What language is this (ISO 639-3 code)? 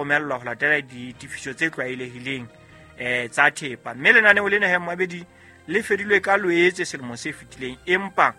sot